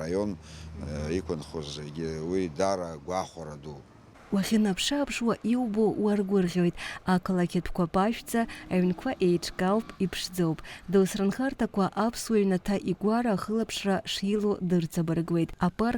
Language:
Abkhazian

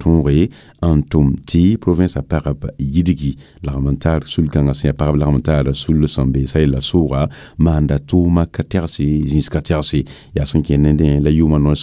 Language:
Mossi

